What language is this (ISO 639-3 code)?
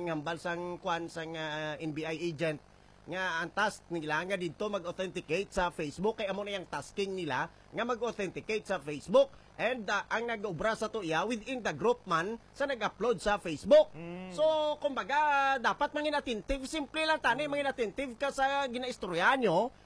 hil